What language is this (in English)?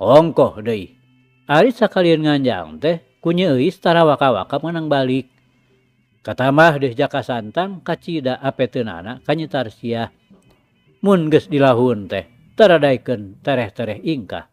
Sundanese